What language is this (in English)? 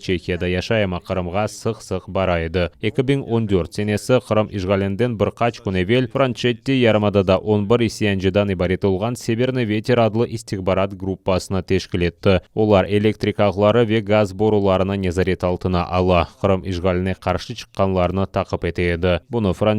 Crimean Tatar